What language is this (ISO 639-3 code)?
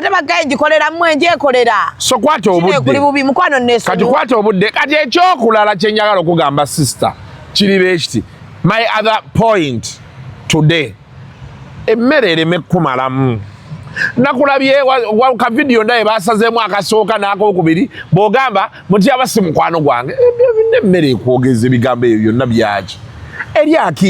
lug